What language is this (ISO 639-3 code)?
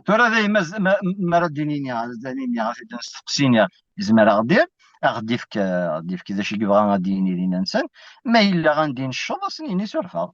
kab